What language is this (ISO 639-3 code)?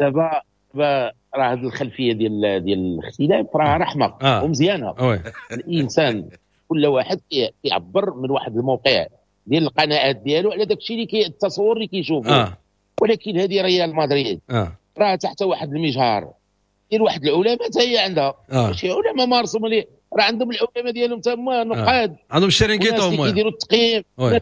ary